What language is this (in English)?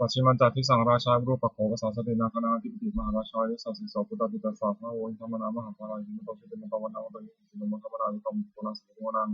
Pali